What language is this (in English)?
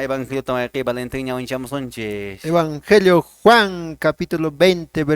Quechua